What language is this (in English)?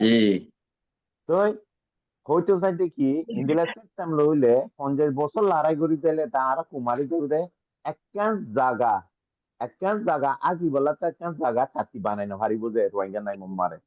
Rohingya